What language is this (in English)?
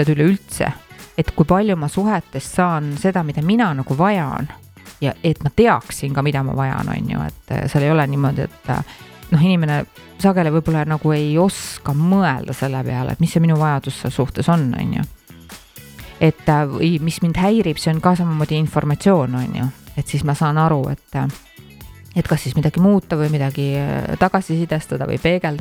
Estonian